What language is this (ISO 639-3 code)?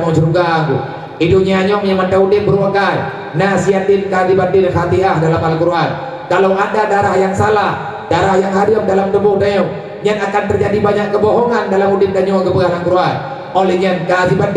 ace